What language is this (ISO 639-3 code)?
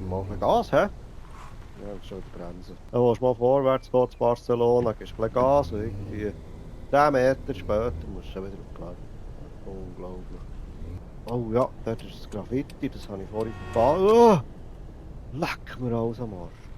gsw